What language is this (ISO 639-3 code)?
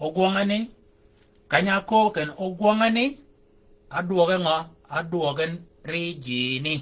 shk